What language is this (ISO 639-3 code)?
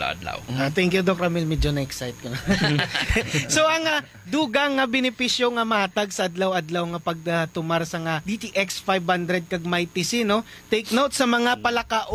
hil